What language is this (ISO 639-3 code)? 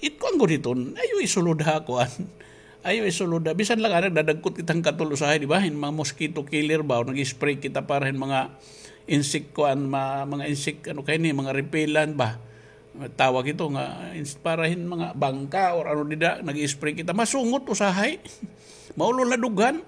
war